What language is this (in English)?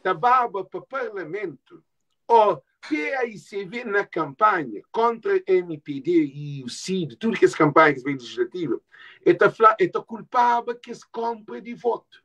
Kabuverdianu